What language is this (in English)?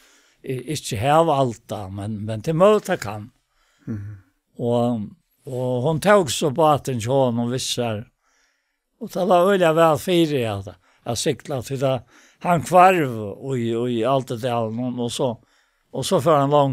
Faroese